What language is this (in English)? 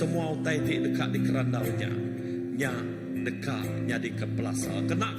Iban